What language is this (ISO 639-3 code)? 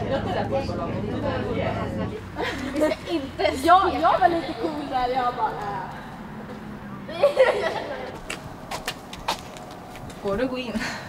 swe